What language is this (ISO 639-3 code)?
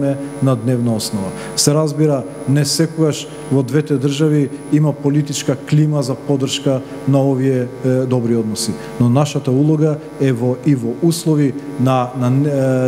mkd